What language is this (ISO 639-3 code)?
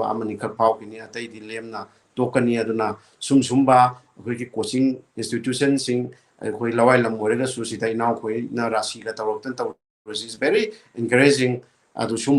mni